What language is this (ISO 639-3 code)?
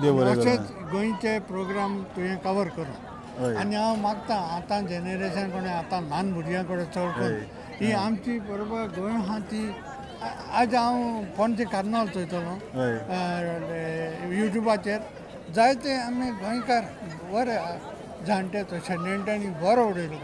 kok